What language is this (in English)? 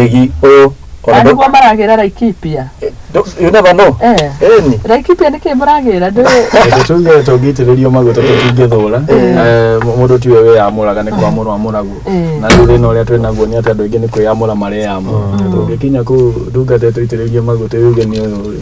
Kikuyu